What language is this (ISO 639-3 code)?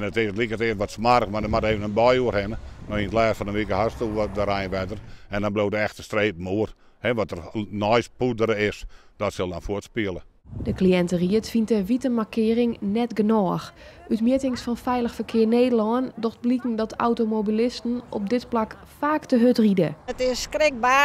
fry